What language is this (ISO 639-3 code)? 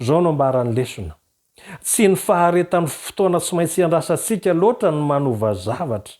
mlg